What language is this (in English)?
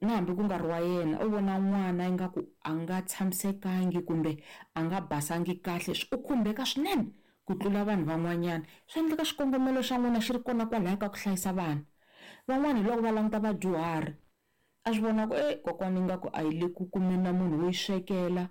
Tsonga